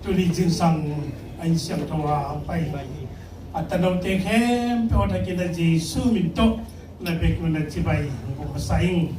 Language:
Tedim Chin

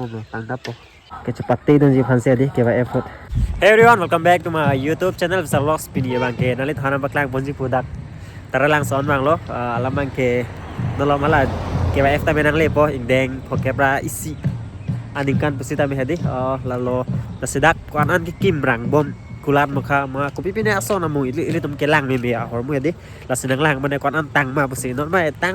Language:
Karbi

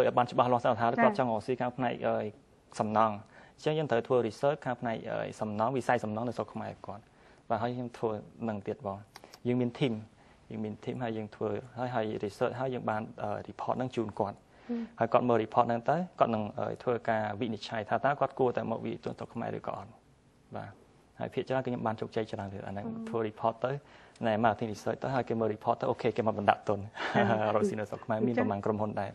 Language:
Khmer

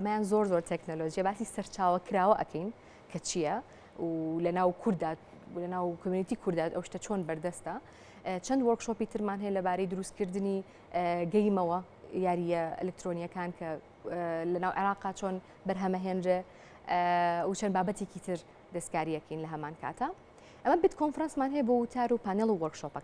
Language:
Central Kurdish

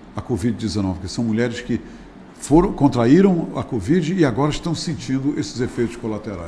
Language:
Portuguese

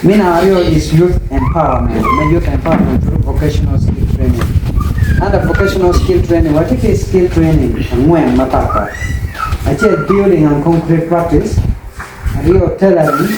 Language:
Acoli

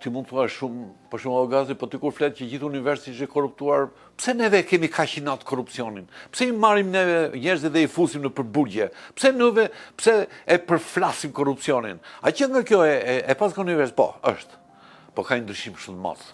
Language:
Albanian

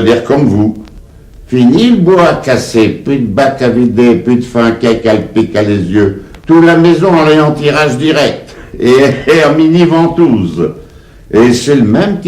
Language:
Picard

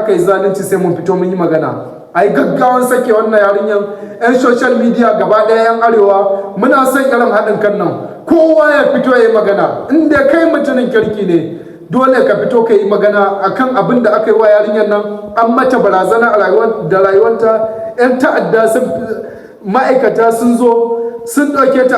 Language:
Hausa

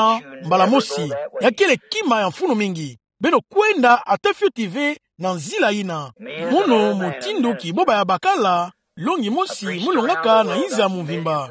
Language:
Kituba (Democratic Republic of Congo)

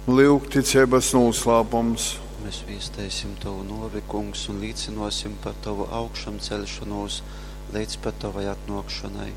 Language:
Latgalian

